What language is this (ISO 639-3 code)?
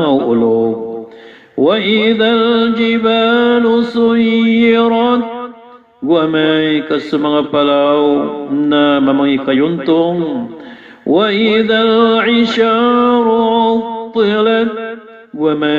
mrw